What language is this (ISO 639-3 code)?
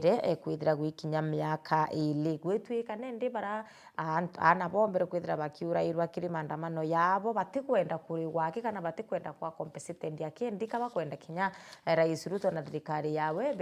mer